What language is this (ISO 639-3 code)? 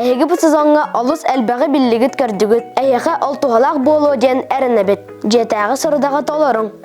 sah